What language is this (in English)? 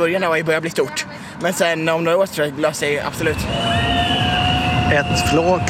Swedish